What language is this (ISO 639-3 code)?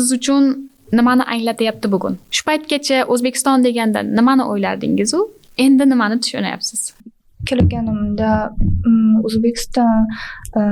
uzb